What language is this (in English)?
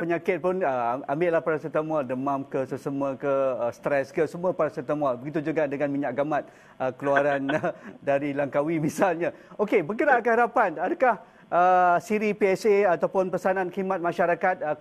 Malay